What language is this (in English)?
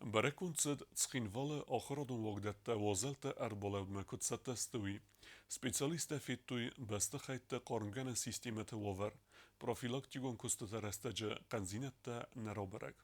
Ossetic